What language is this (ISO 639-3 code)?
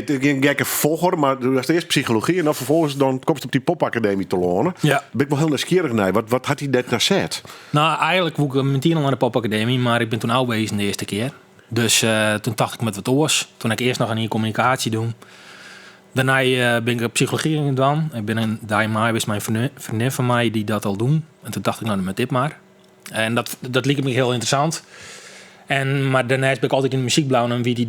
fry